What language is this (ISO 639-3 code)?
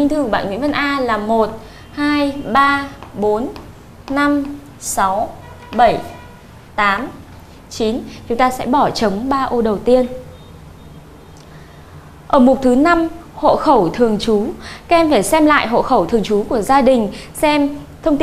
vie